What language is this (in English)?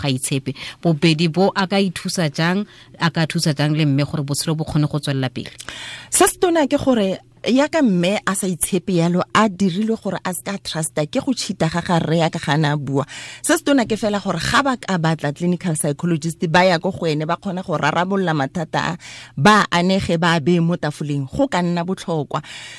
Tswana